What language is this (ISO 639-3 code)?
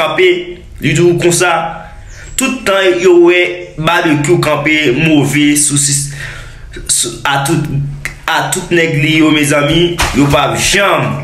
hat